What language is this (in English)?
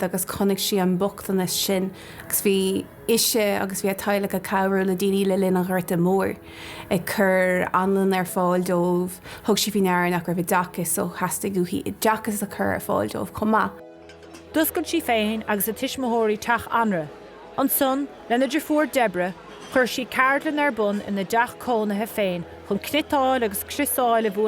Irish